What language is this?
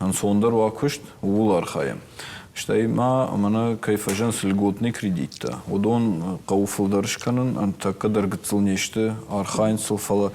Ossetic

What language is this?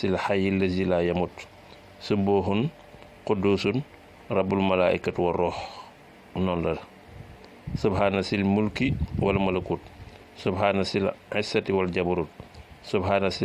Wolof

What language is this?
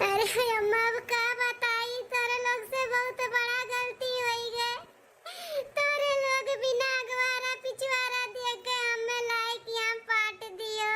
Awadhi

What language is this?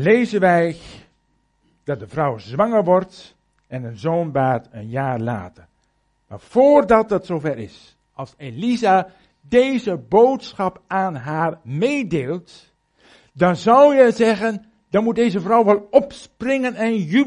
Dutch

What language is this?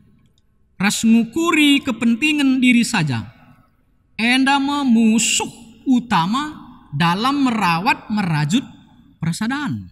Batak Karo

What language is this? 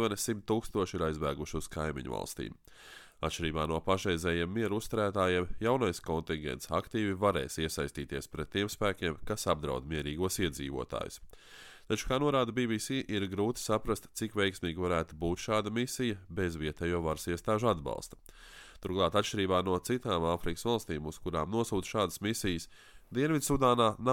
Latvian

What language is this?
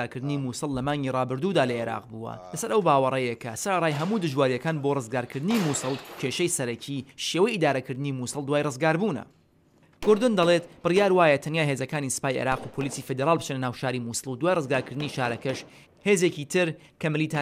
Central Kurdish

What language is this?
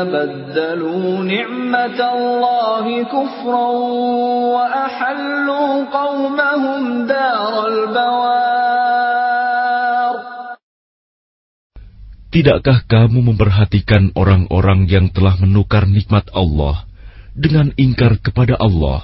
Indonesian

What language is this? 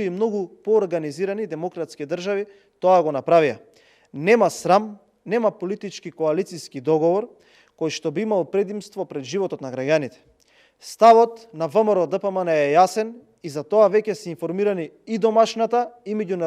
Macedonian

